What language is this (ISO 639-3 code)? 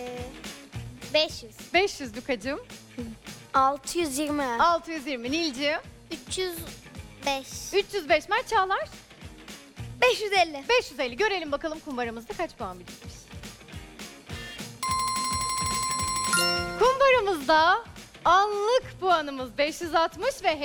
tur